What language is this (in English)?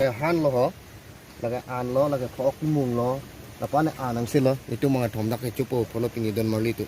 Karbi